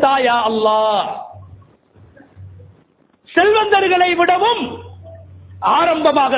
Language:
Tamil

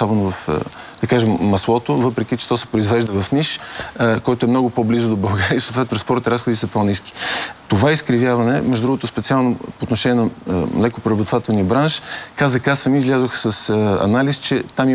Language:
Bulgarian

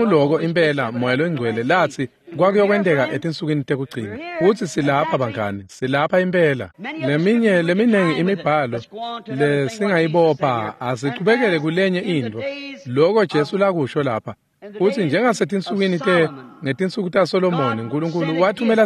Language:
Swati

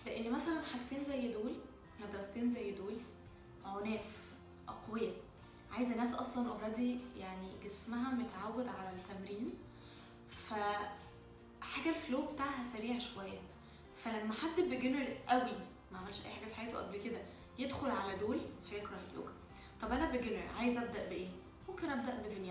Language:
Egyptian Arabic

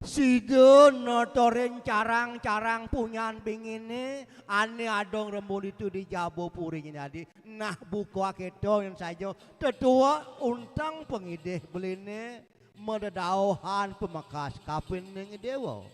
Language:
Balinese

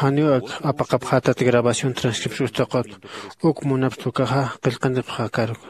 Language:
Aymara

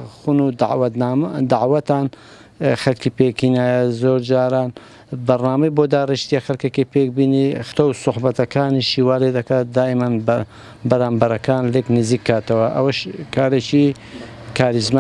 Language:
Central Kurdish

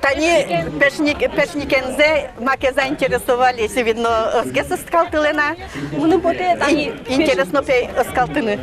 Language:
Udmurt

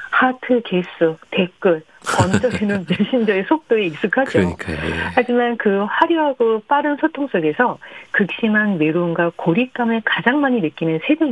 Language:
Korean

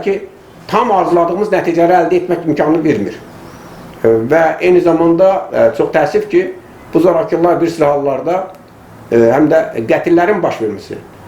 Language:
Azerbaijani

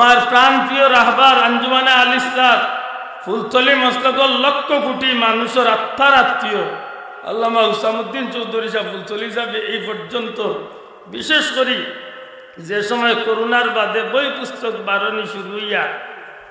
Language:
Sylheti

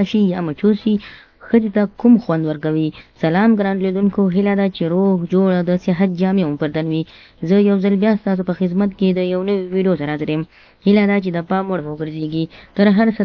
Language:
Pashto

